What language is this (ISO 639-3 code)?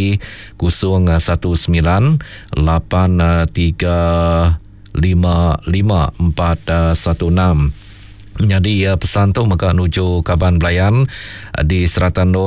iba